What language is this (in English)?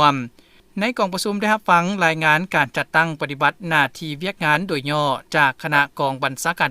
Lao